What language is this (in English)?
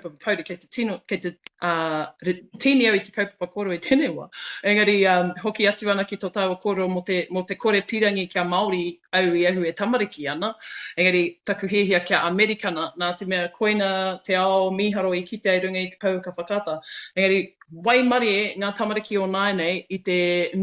Māori